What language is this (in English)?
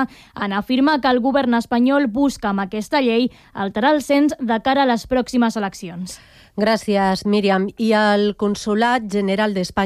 Catalan